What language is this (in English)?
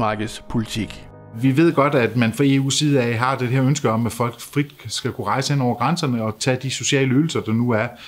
Danish